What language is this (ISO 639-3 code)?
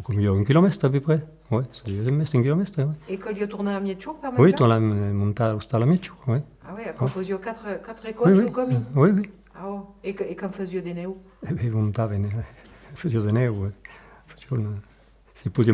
oci